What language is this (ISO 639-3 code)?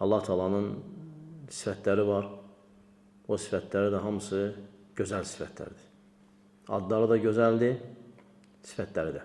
aze